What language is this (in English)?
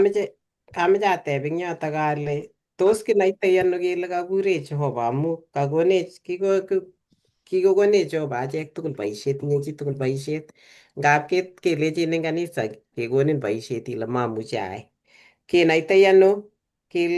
Kalenjin